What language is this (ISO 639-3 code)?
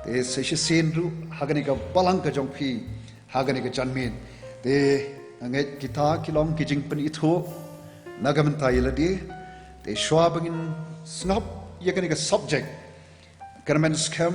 kha